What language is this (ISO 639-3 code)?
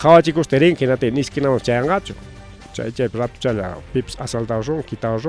quy